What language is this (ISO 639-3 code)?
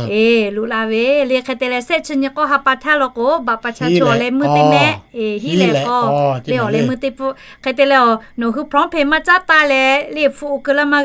lhu